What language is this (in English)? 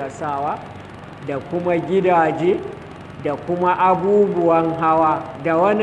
Hausa